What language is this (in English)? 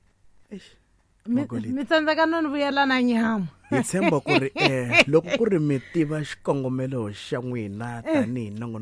Tsonga